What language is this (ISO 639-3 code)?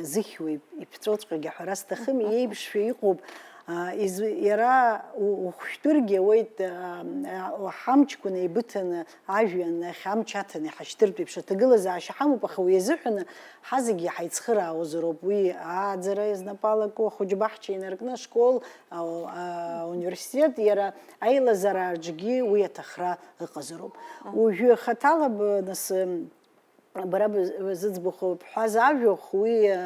abk